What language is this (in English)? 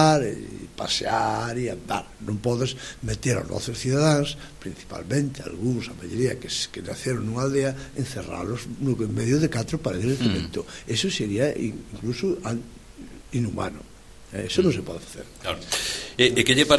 Galician